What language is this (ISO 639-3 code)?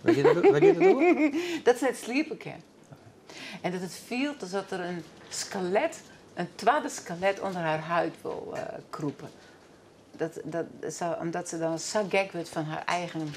fry